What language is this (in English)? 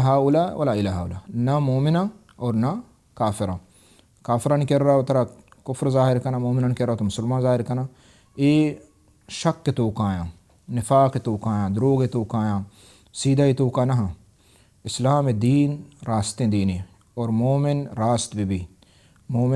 Baluchi